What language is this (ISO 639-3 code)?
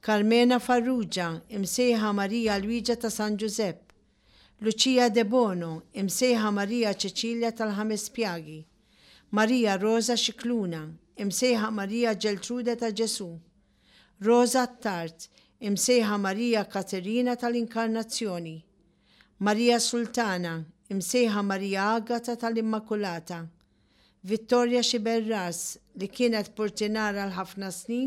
mlt